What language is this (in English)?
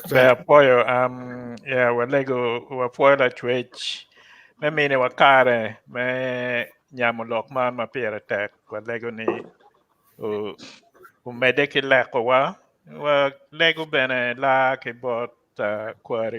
Acoli